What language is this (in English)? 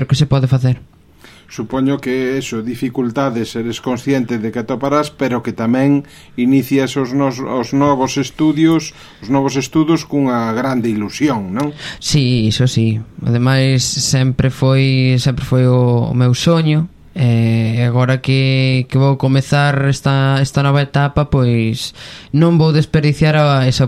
Galician